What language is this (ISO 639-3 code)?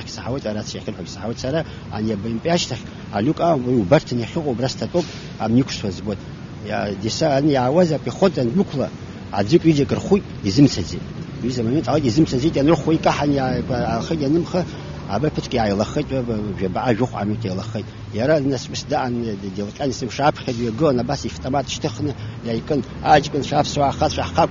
abk